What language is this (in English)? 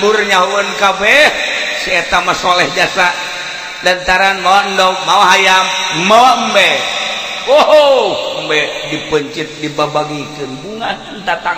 Sundanese